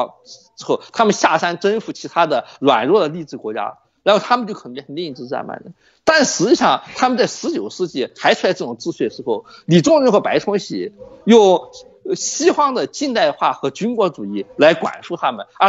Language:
Chinese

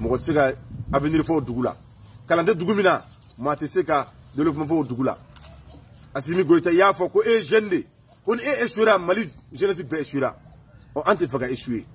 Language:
Bambara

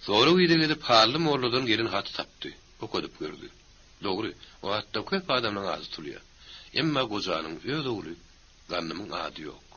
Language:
Turkmen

